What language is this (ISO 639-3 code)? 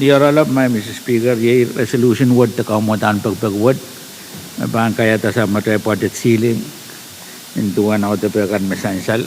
pon